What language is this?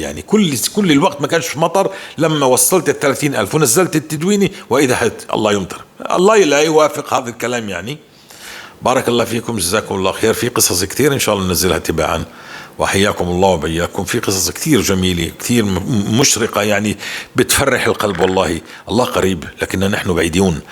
North Levantine Arabic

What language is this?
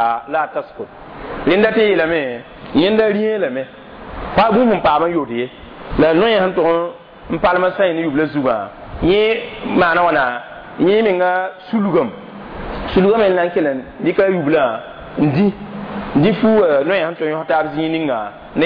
Mossi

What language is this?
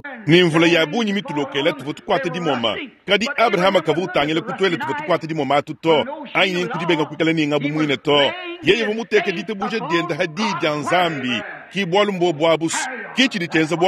Luba-Lulua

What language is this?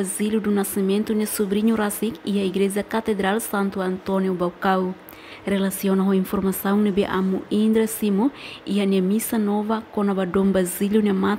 Tetum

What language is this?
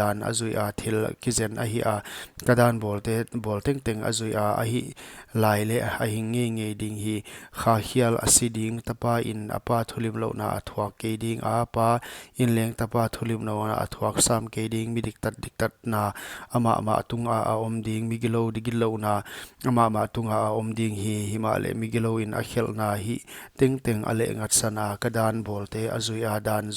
Paite Chin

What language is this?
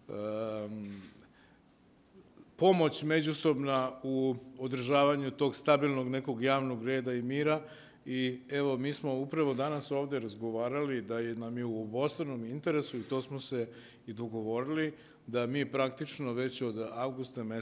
Serbian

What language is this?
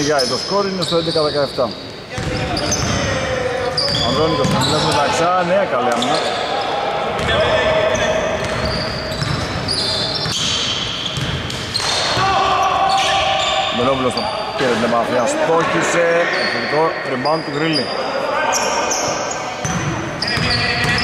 Greek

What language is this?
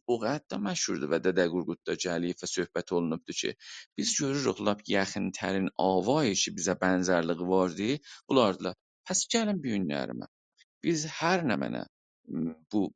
South Azerbaijani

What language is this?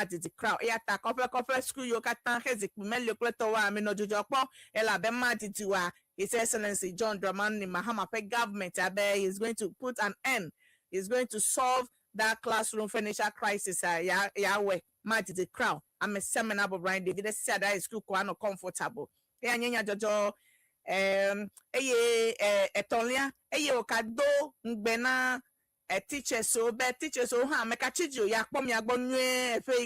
Ewe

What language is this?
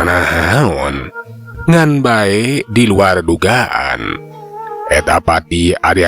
Sundanese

